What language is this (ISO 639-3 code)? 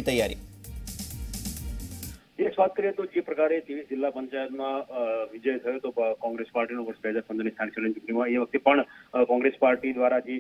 guj